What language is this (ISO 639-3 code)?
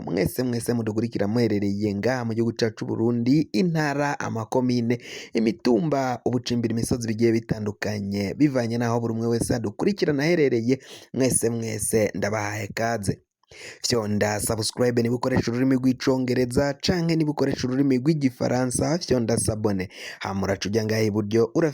run